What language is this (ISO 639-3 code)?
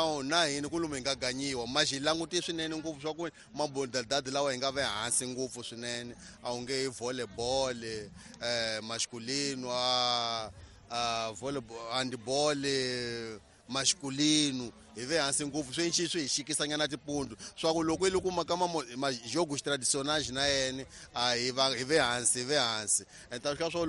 tso